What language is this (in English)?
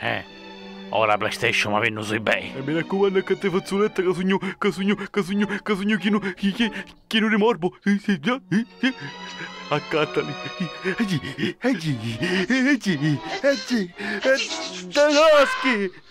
Sicilian